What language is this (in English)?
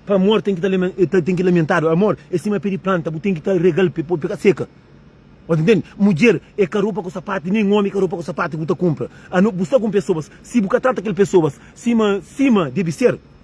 Kabuverdianu